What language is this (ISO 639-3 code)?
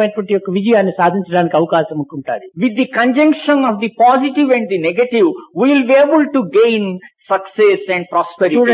tel